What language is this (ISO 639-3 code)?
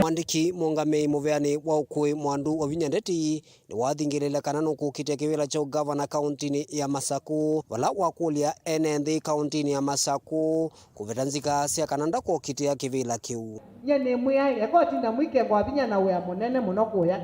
kam